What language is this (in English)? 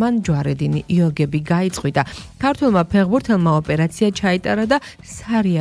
Georgian